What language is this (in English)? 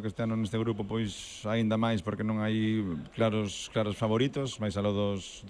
Galician